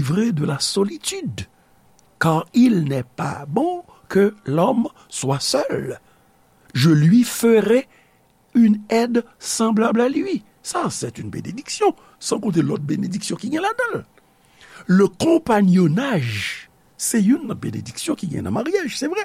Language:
Haitian Creole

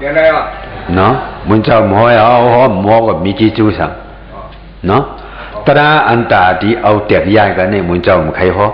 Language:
Shan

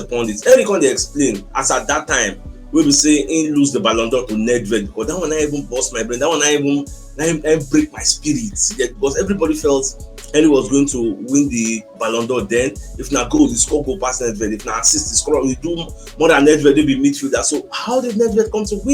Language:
Nigerian Pidgin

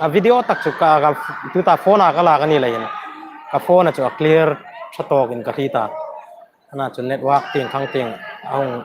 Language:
Hmar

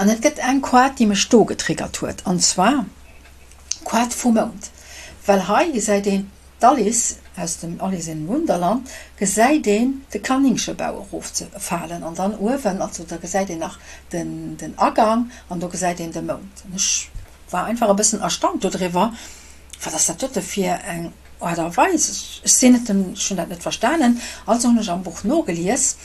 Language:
Luxembourgish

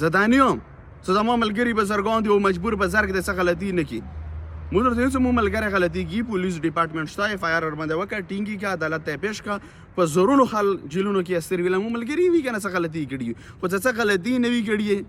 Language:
Pashto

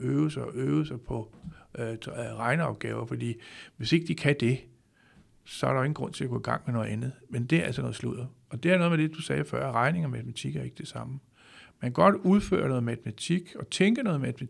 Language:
Danish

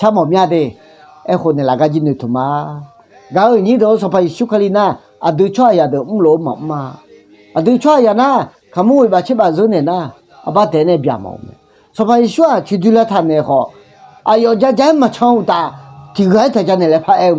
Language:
Akha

